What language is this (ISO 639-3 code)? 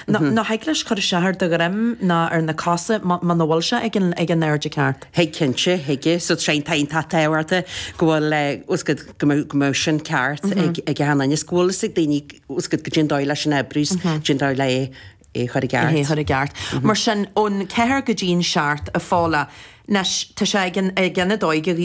gle